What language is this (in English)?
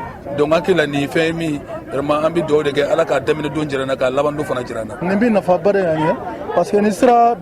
Bambara